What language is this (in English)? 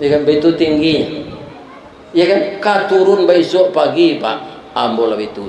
Minangkabau